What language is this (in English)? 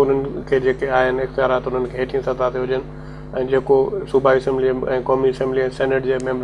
Sindhi